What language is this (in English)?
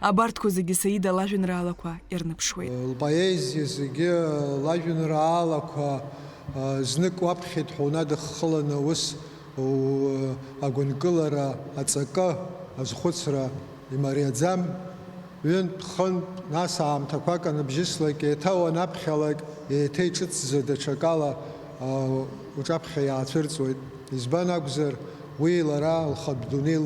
Abkhazian